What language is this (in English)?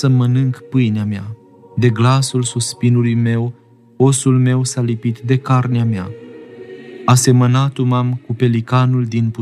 Romanian